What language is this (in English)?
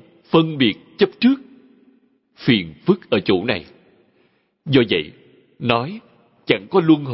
Vietnamese